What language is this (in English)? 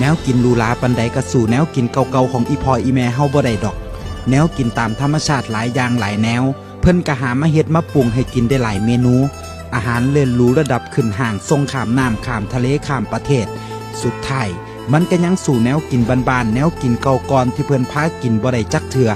Northeastern Thai